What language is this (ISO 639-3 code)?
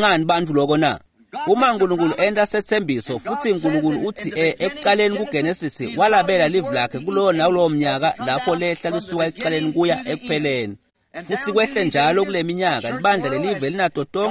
ssw